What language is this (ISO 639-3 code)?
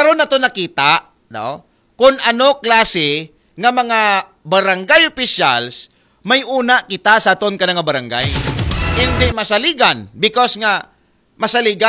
akl